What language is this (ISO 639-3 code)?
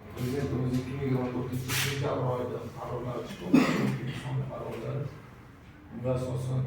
uzb